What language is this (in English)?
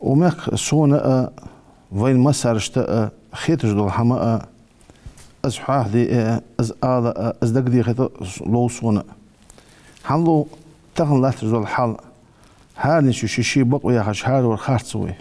Ingush